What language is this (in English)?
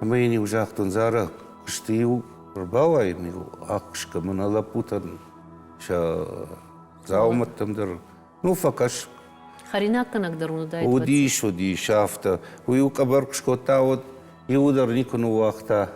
Ossetic